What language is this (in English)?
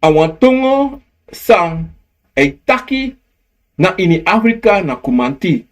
Sranan Tongo